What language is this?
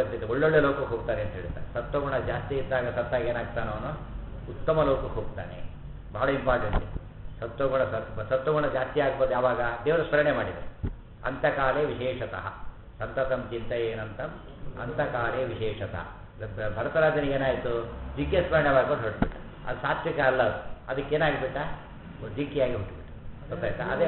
Kannada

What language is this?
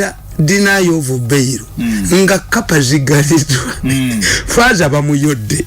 Ganda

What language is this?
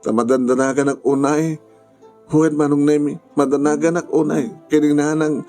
Iloko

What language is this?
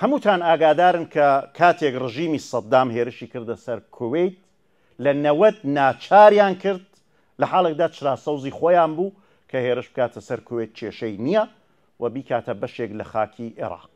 Central Kurdish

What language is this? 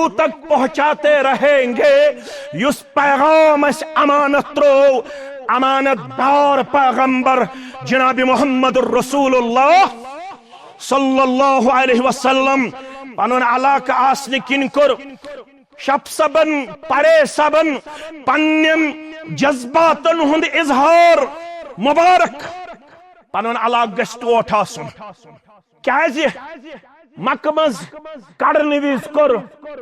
Kashmiri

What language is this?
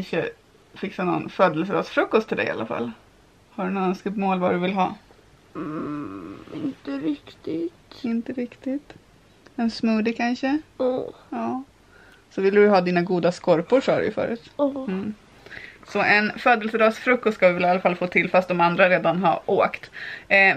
Swedish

